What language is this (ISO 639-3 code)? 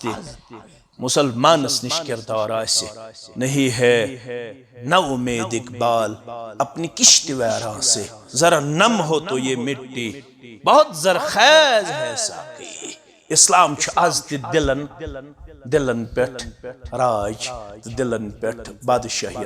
kas